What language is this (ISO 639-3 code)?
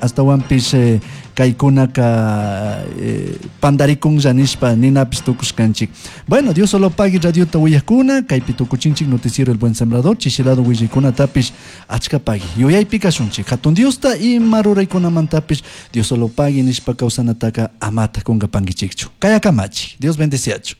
qug